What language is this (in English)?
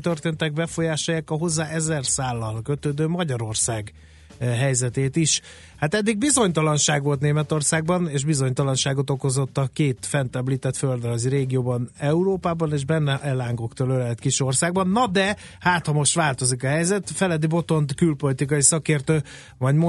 Hungarian